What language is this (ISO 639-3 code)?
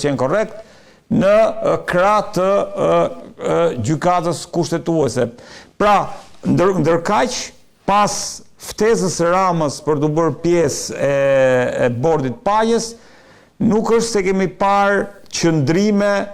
sqi